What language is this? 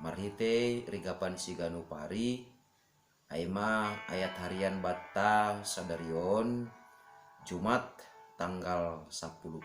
Batak Simalungun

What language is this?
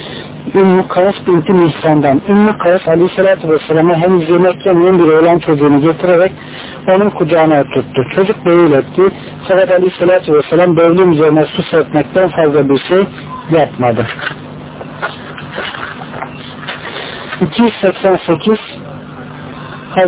Turkish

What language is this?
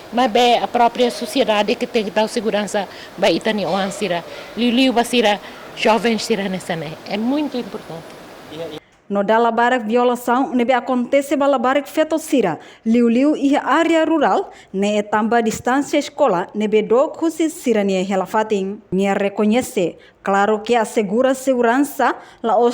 Tetum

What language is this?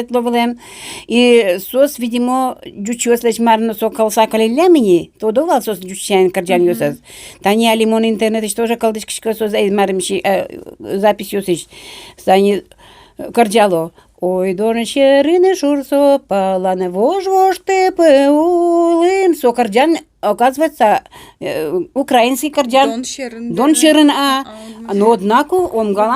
Udmurt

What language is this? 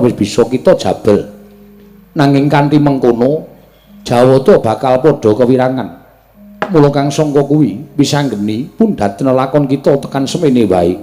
Javanese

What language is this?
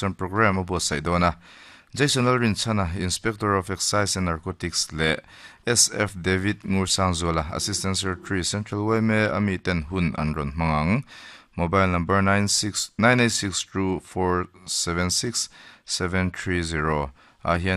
Mizo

